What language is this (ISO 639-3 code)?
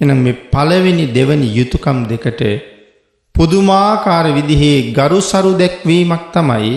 sin